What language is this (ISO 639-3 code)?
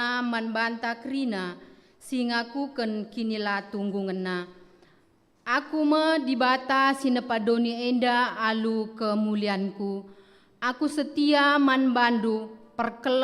btx